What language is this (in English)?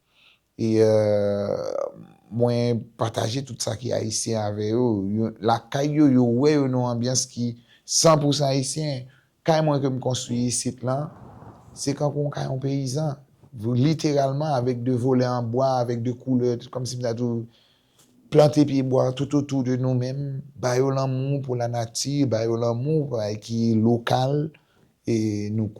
Haitian Creole